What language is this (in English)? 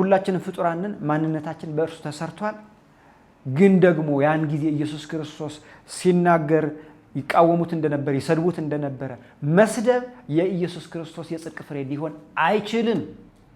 Amharic